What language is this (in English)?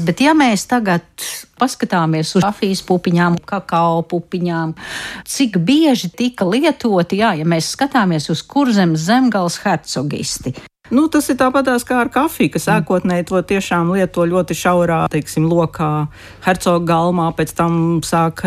Latvian